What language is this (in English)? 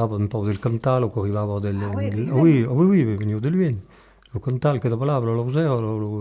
Occitan